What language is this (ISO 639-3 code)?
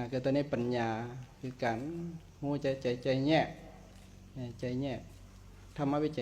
lao